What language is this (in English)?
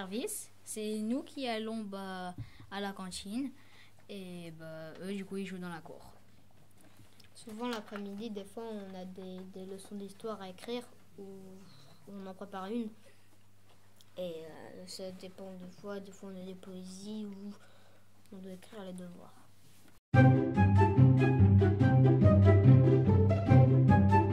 French